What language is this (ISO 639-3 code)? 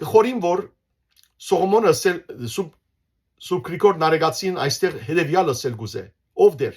hyw